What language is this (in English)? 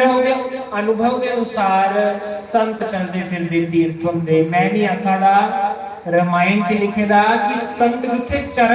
Dogri